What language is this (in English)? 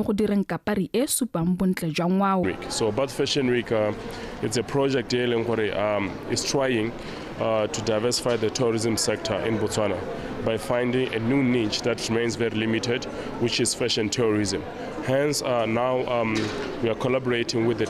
Tswana